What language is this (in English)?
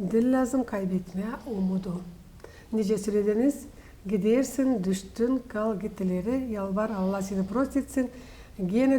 Gagauz